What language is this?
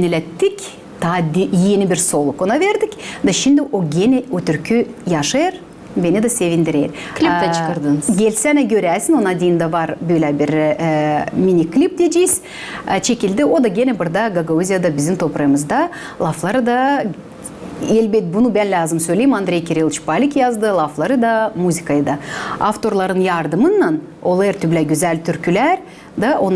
Gagauz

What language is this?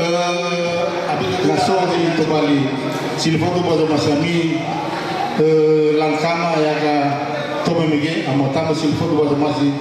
Nias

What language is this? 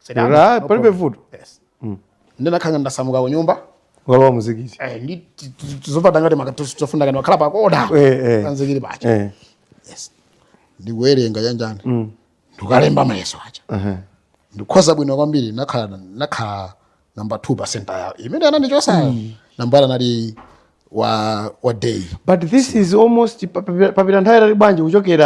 Nyanja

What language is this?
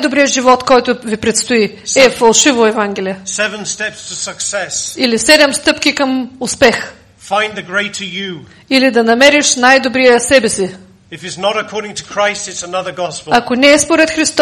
Bulgarian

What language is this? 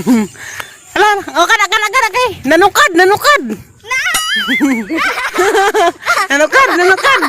Cebuano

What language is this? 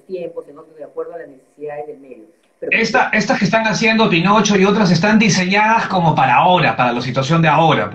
Spanish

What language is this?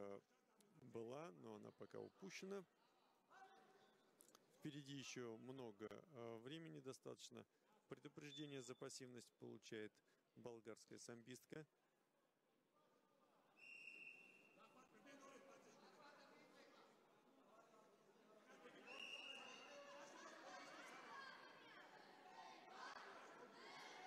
Russian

